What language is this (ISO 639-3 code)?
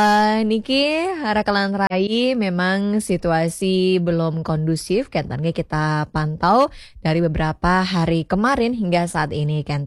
ban